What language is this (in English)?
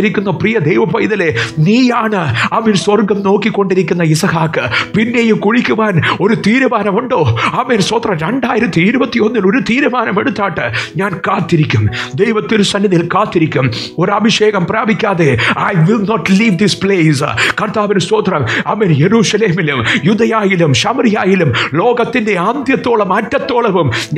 Malayalam